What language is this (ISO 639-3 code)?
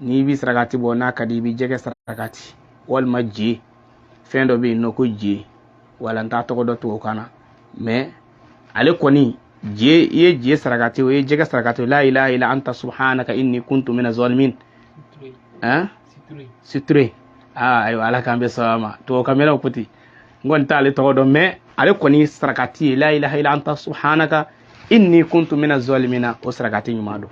bam